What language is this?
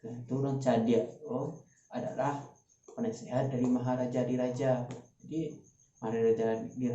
Minangkabau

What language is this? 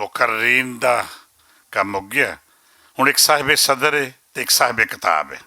Western Panjabi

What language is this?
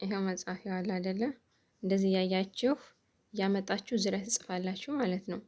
Amharic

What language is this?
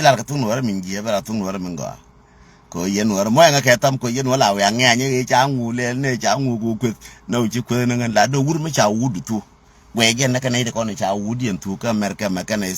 Nuer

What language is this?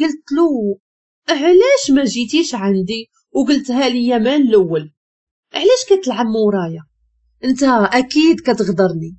Moroccan Arabic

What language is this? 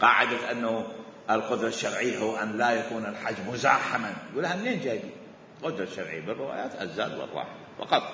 Mesopotamian Arabic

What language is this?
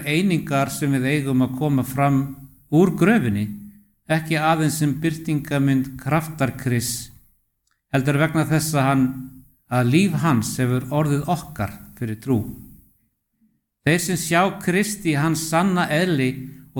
Icelandic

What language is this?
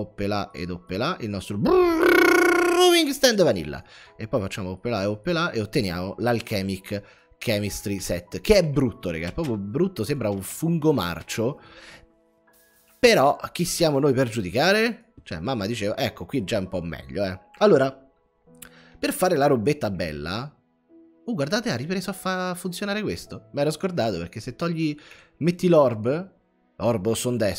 Italian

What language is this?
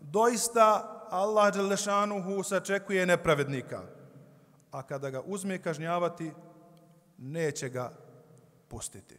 Bosnian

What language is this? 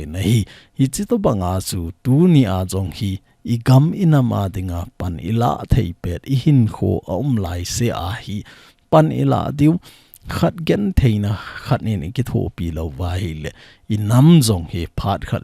Thado Chin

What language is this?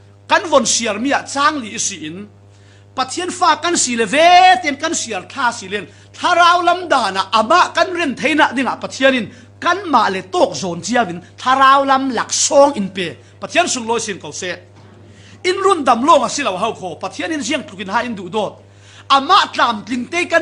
Falam Chin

